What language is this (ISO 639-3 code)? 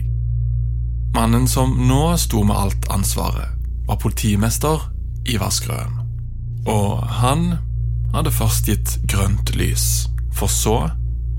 nor